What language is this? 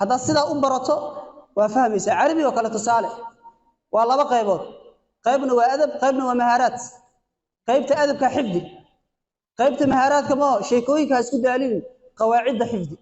Somali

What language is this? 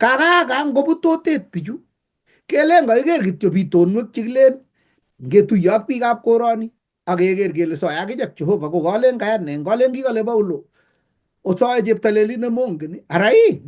Kalenjin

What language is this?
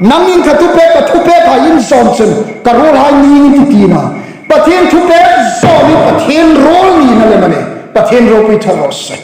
Hmar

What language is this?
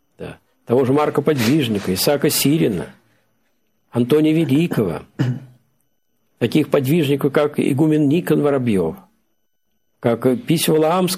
Russian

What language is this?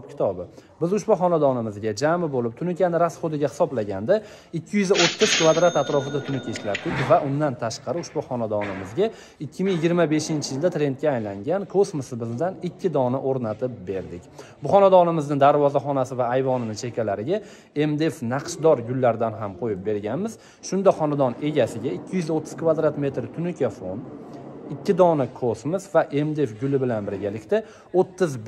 Uzbek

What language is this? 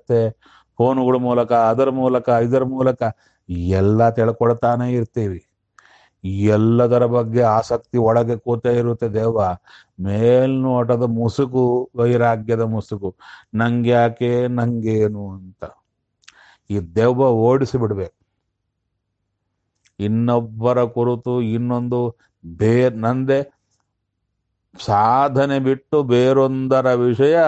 Kannada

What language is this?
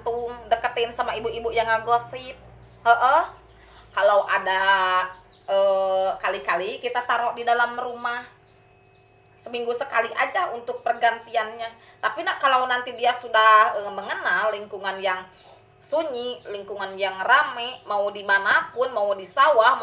Indonesian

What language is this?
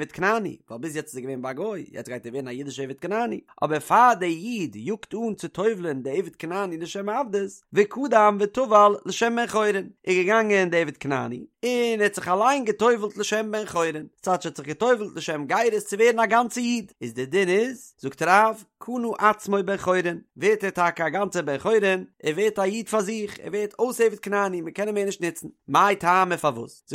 Yiddish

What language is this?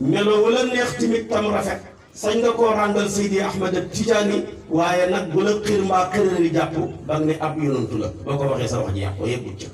Wolof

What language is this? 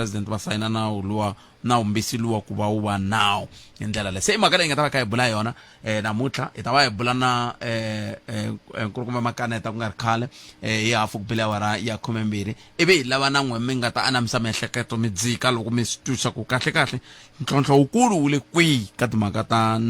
Tsonga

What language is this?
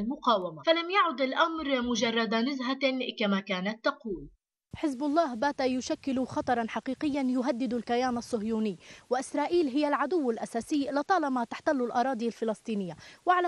Arabic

